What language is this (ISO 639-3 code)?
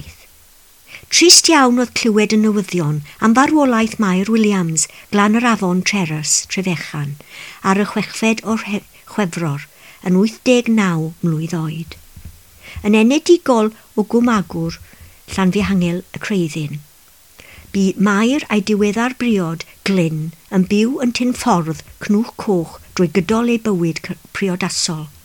cym